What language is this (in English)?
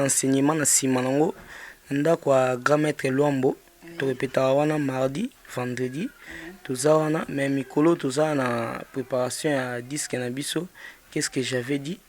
Lingala